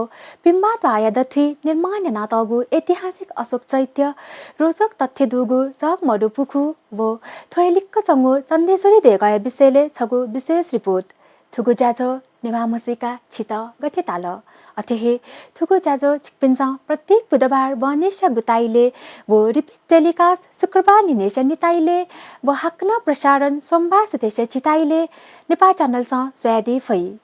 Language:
Newari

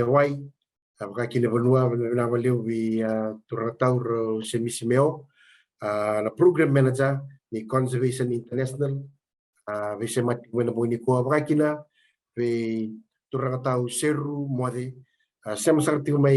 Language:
Fijian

